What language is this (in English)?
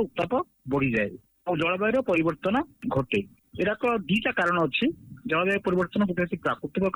Odia